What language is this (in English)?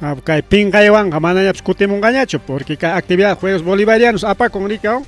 Ayacucho Quechua